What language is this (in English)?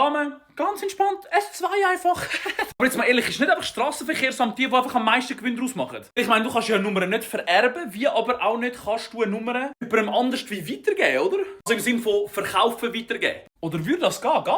Swiss German